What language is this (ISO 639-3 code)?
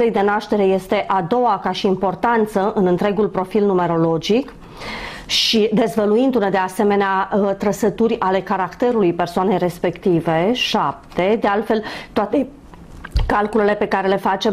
ron